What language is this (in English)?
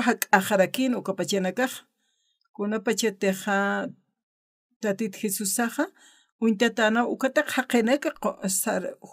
Aymara